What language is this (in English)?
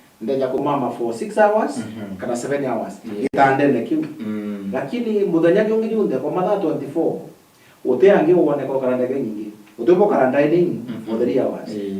Meru